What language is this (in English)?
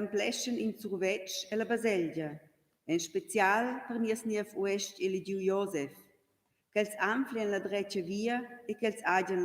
Romansh